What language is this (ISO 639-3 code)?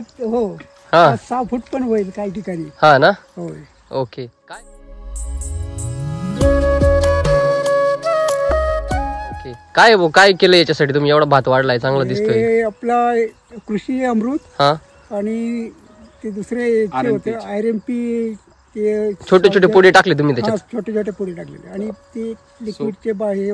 mar